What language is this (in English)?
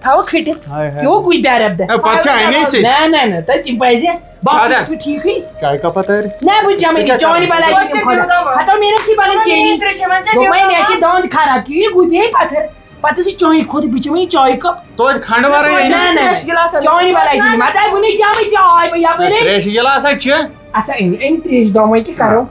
Kashmiri